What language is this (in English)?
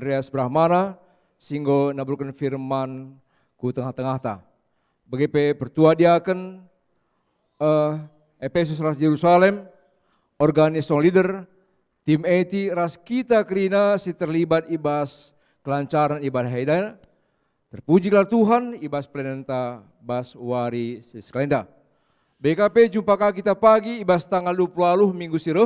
Batak Karo